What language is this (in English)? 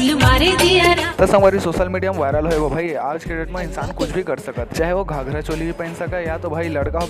Chhattisgarhi